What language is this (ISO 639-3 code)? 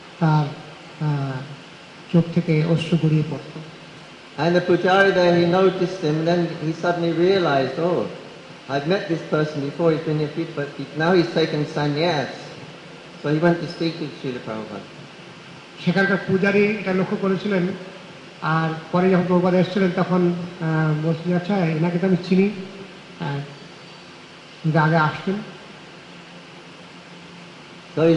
ben